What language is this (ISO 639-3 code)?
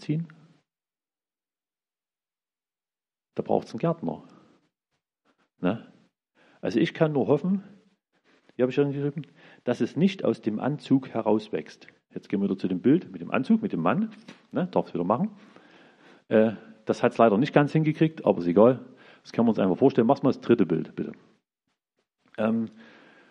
deu